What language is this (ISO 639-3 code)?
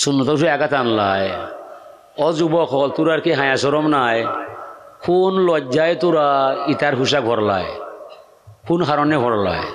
syl